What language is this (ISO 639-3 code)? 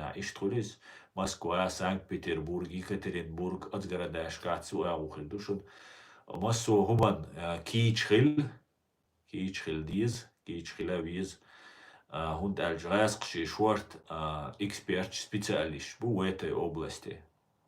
che